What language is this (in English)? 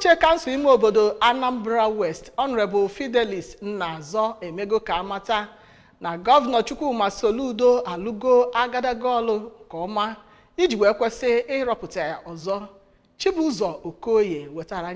Igbo